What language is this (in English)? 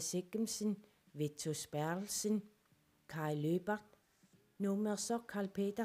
Kalaallisut